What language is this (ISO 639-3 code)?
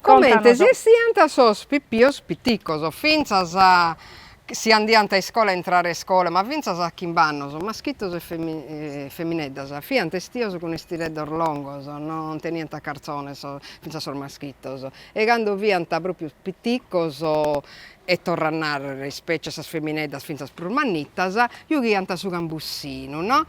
srd